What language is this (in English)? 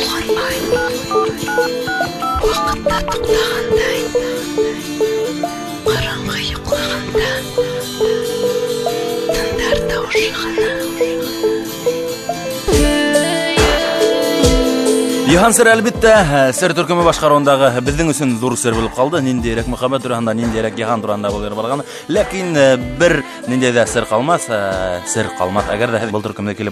Bashkir